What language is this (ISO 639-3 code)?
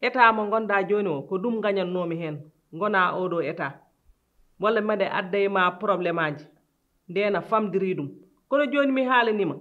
ful